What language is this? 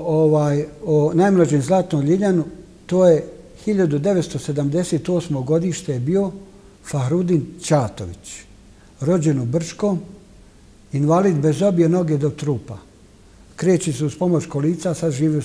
Bosnian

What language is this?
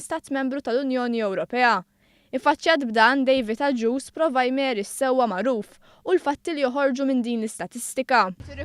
Maltese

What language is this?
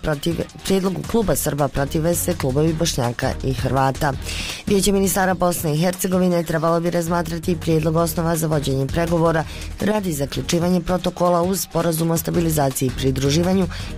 Bosnian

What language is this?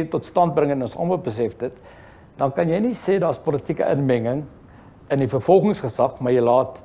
Afrikaans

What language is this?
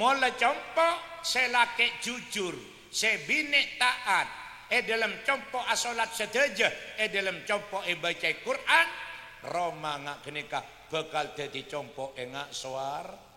Madurese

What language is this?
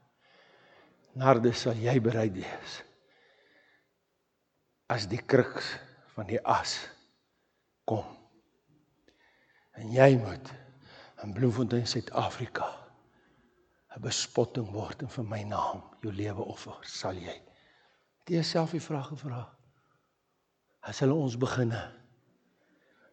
Afrikaans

